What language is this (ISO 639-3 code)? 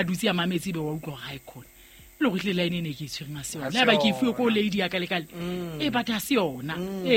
sot